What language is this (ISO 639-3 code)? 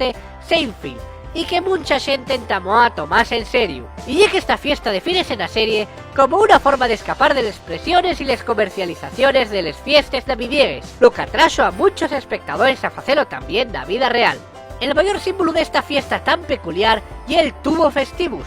ast